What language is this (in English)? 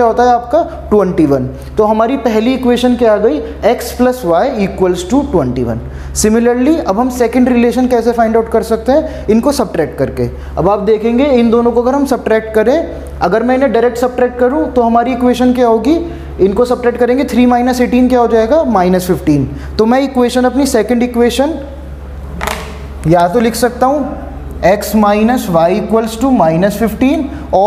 Hindi